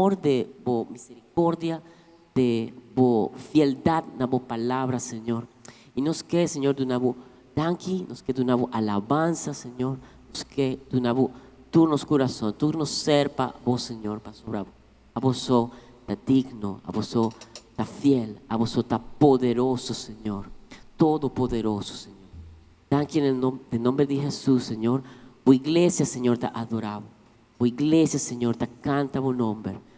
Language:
Papiamento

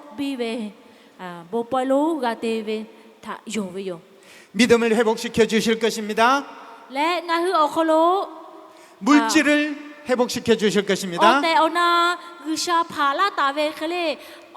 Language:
Lahu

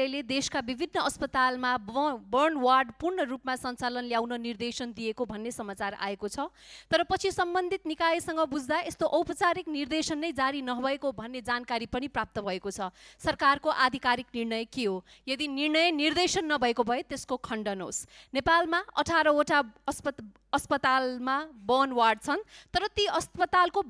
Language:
Nepali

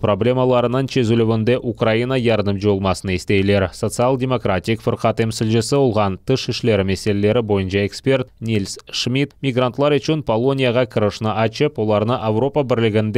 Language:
Crimean Tatar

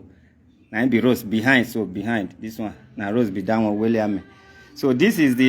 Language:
Nigerian Pidgin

